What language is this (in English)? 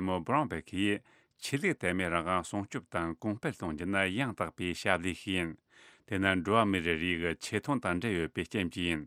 Tibetan